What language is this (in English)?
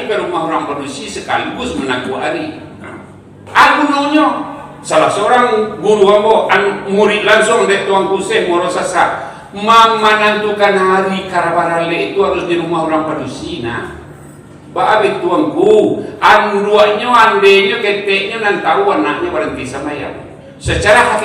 Minangkabau